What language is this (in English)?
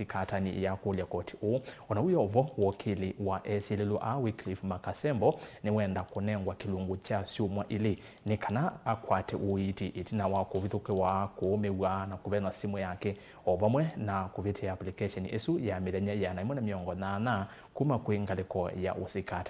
Kamba